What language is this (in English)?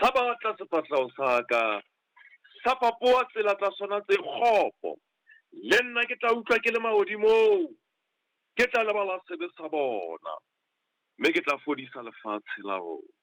Southern Sotho